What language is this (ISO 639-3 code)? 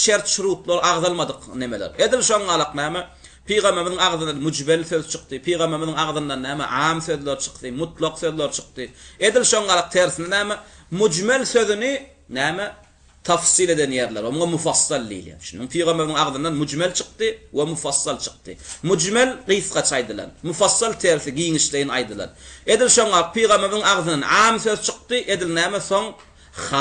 tuk